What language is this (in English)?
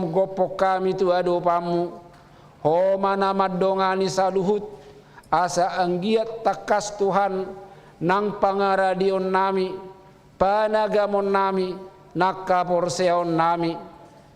Batak Toba